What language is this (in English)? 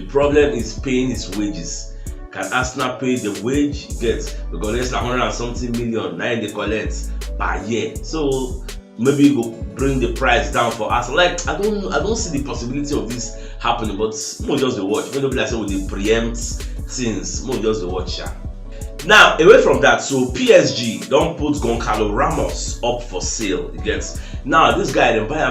Nigerian Pidgin